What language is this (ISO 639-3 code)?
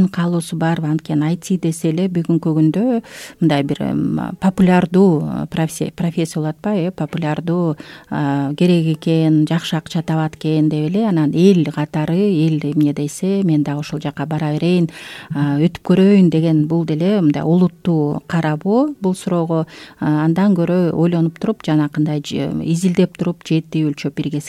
kir